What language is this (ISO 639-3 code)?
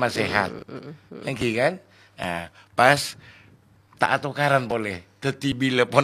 mad